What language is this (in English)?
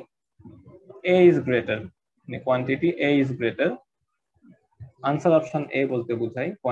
Bangla